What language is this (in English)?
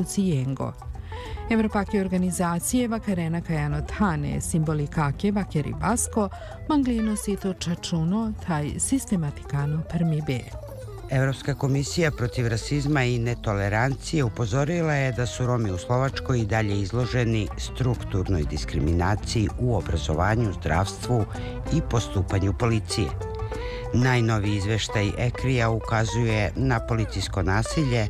Serbian